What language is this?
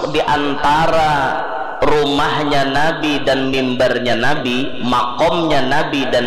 Banjar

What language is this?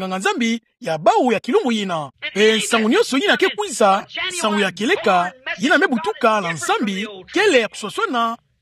Kituba (Democratic Republic of Congo)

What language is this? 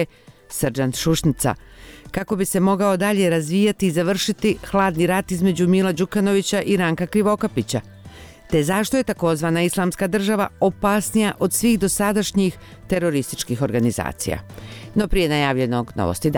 Bosnian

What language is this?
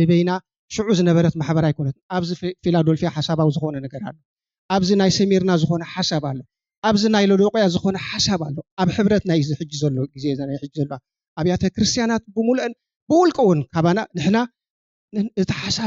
Tigrinya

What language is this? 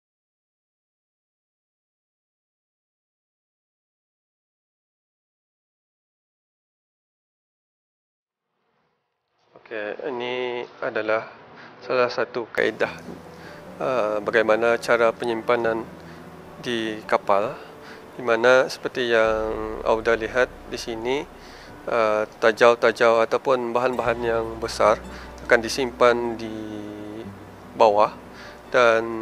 Malay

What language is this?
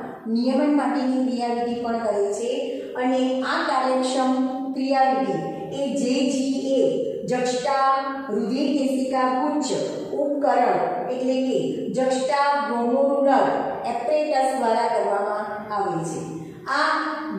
Gujarati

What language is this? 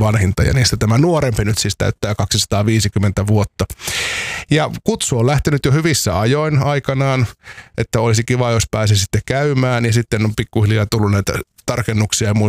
Finnish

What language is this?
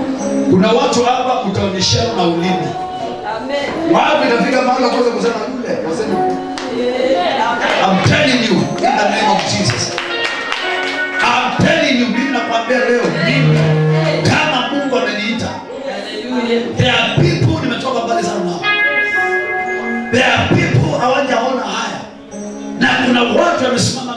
Swahili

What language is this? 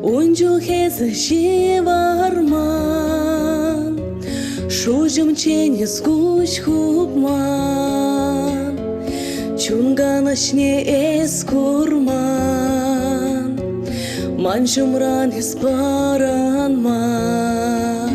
Chuvash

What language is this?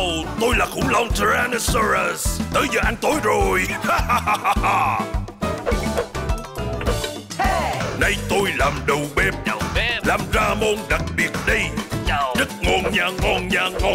Vietnamese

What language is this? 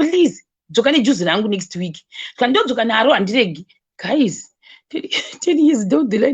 Shona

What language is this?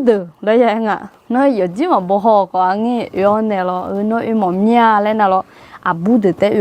Akha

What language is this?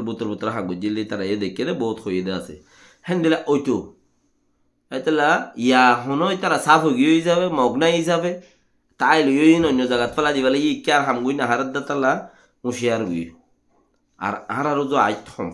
Rohingya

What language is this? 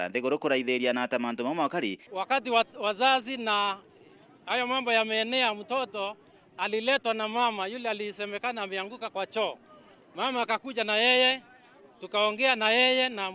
Meru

